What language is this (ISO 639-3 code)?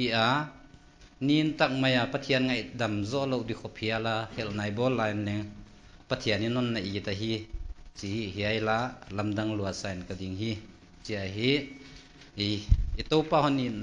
pck